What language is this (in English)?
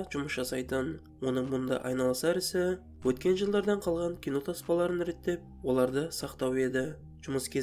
Kazakh